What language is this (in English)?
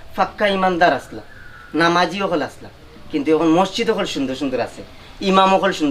Sylheti